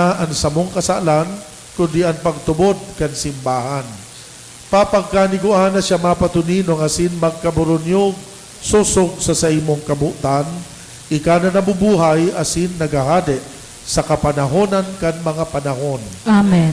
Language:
Bikol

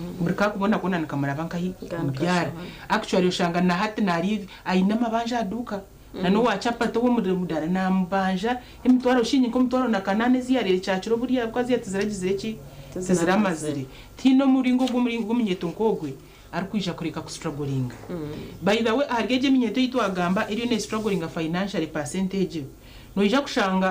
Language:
Nyankole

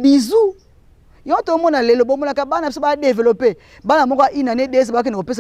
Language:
Lingala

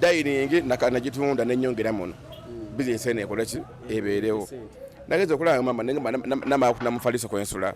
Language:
Ganda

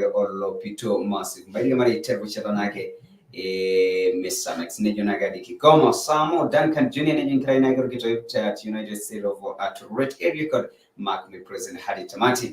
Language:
Masai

